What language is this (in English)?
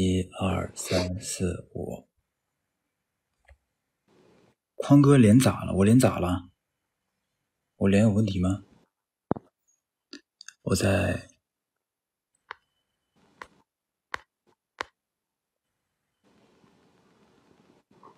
Chinese